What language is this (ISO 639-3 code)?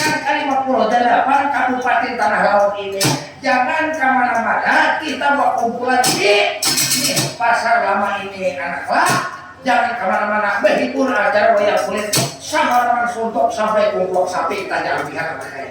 bjn